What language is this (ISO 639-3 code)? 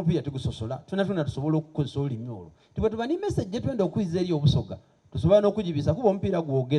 xog